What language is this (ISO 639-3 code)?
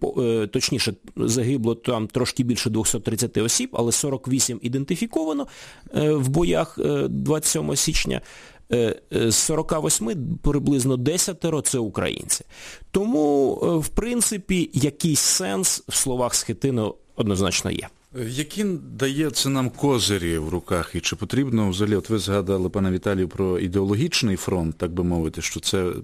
ukr